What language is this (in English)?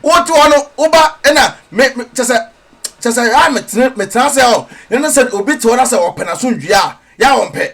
Akan